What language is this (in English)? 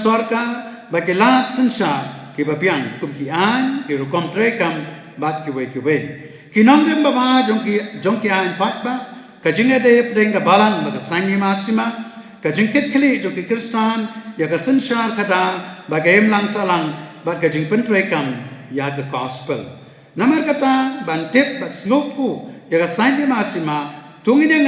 Khasi